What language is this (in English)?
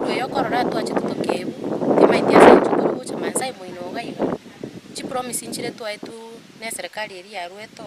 Gusii